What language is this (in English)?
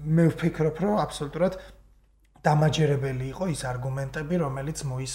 Georgian